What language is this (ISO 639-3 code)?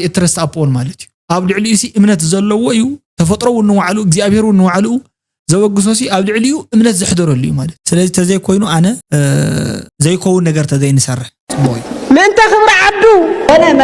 tir